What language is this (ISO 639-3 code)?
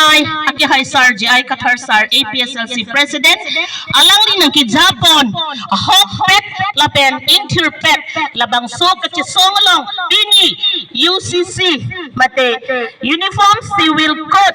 mjw